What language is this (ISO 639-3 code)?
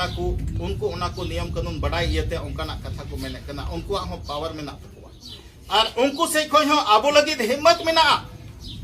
sat